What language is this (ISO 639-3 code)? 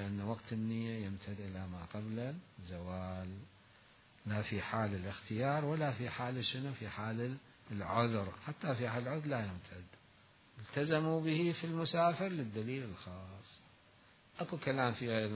acm